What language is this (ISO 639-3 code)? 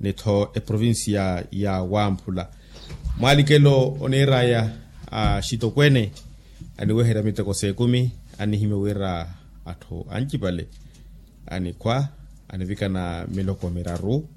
vmw